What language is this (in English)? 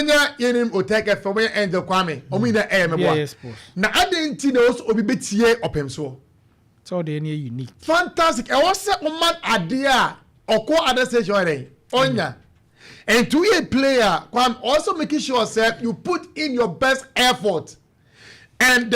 Akan